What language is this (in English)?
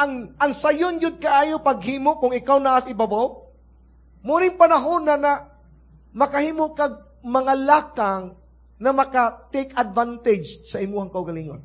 Cebuano